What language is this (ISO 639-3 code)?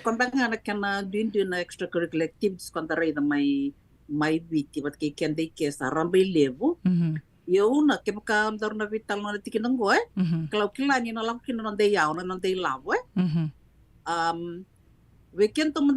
fij